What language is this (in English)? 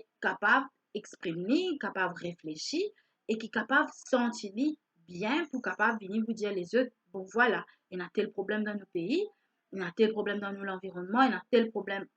Morisyen